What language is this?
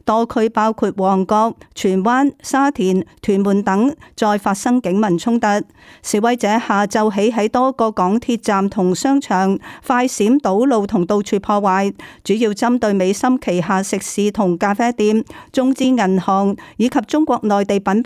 Cantonese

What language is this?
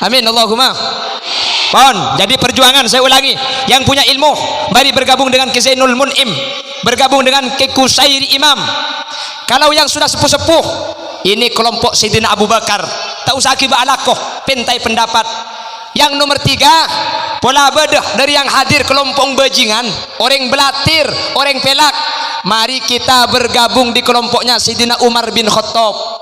Madurese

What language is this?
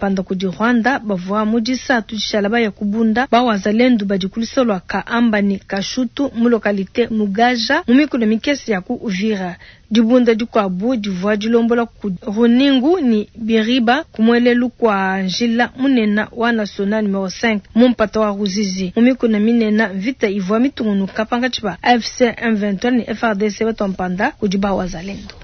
Luba-Lulua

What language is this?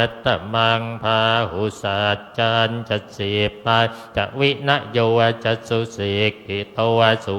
Pali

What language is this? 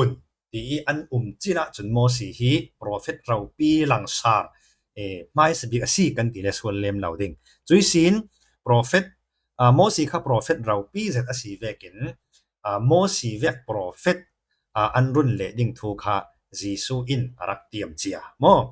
Falam Chin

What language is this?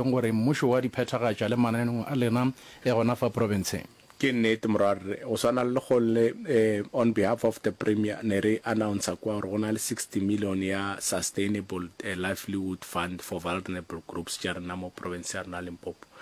Northern Sotho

